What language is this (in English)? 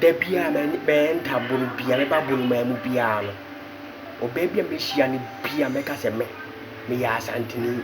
Akan